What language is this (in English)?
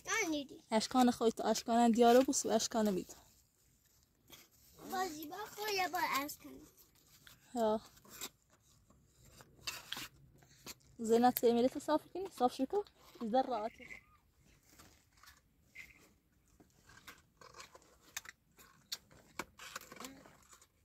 Persian